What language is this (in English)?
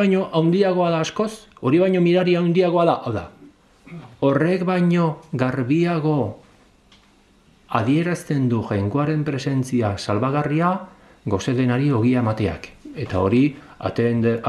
Basque